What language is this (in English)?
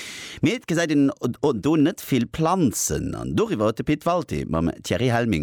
Luxembourgish